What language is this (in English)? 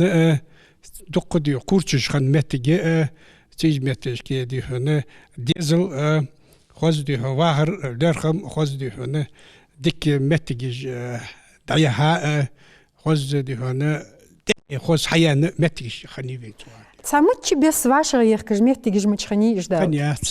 Ingush